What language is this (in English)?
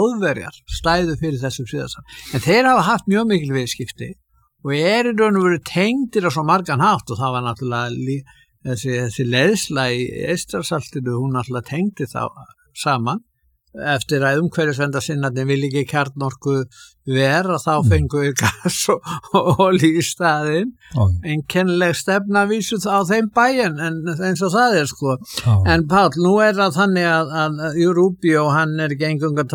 Icelandic